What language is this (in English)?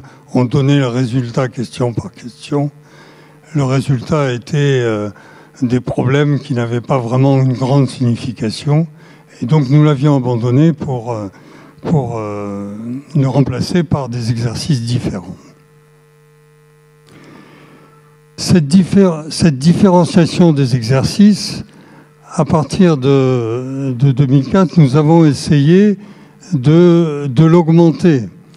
French